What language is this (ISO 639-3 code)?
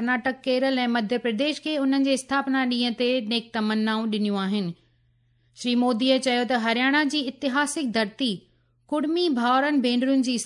snd